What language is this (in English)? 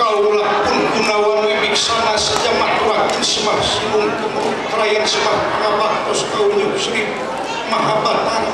Sundanese